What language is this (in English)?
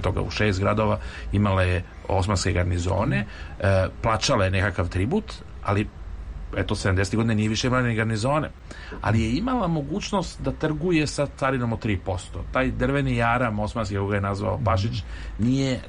Serbian